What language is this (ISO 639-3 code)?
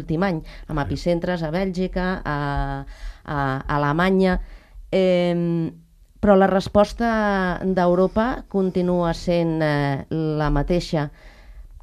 cat